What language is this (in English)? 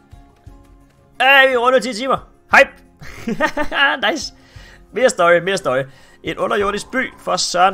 Danish